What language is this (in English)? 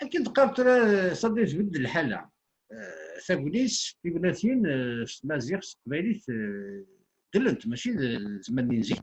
Kabyle